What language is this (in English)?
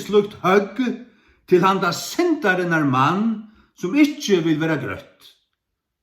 Faroese